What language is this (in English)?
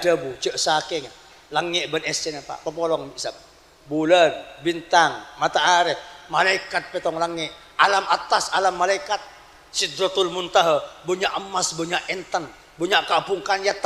Madurese